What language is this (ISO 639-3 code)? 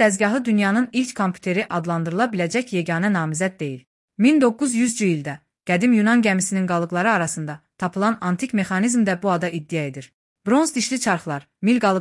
aze